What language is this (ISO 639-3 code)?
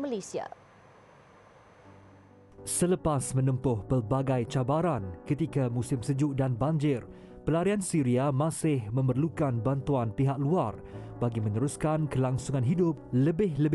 msa